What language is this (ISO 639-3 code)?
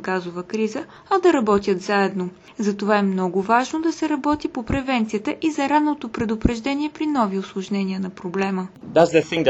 bul